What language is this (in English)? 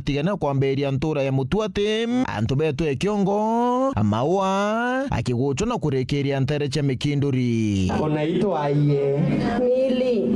Meru